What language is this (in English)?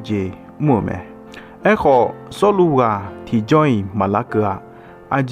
Akha